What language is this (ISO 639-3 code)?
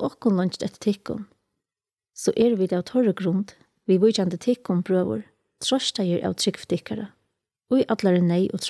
fao